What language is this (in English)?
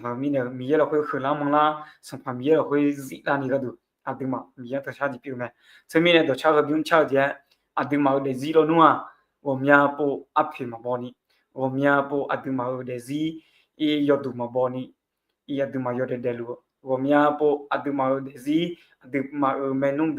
Akha